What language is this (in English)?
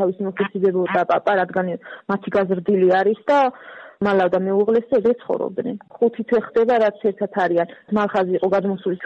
Georgian